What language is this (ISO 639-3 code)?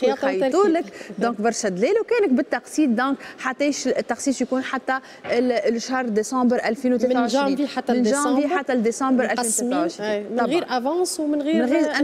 aeb